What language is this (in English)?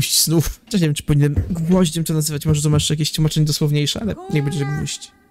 Polish